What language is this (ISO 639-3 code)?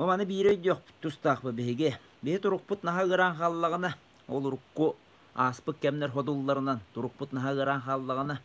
sah